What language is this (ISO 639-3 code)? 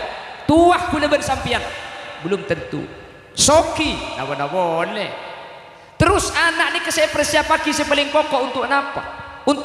mad